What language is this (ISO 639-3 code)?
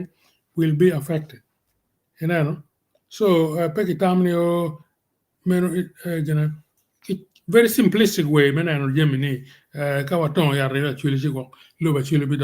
ach